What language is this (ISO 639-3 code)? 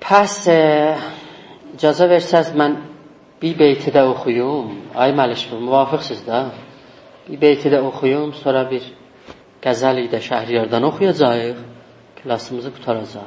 azb